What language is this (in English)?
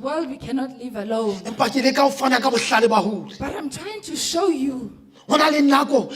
Southern Sotho